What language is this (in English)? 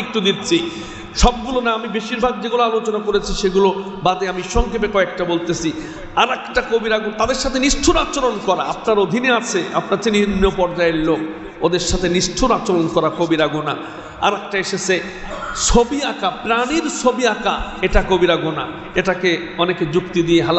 Bangla